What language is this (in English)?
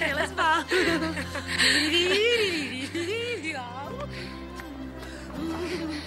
Slovak